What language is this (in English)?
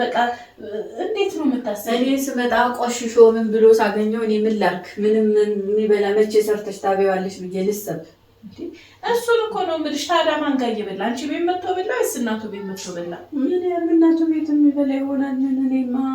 Amharic